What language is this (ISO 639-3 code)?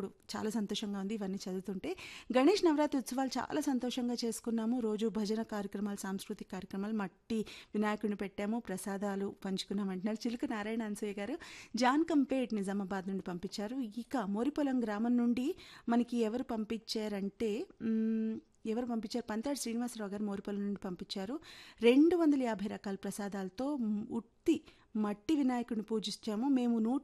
tel